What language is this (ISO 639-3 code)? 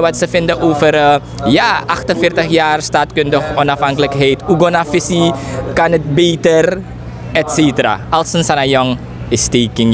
nld